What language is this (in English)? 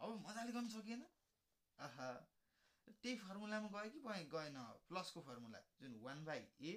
Nepali